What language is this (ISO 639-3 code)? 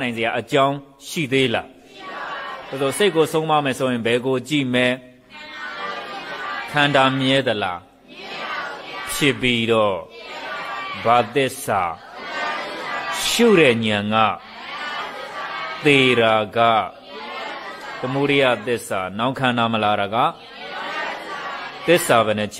mya